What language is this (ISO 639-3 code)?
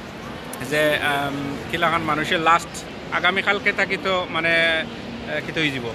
syl